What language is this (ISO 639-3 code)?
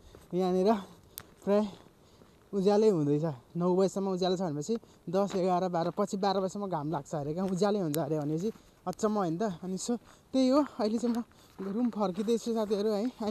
nep